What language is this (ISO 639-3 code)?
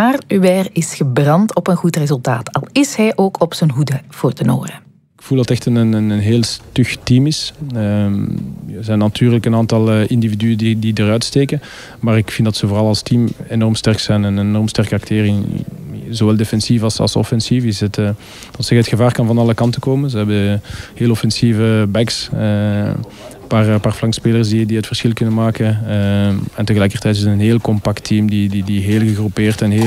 nld